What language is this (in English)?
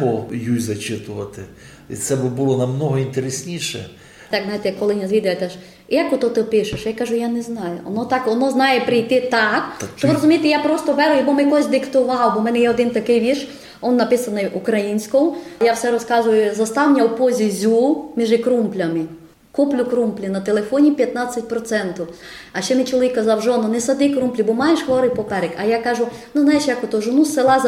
Rusyn